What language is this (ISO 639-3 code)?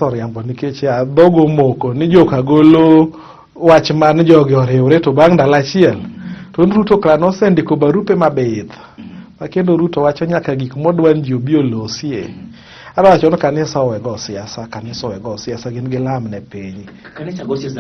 luo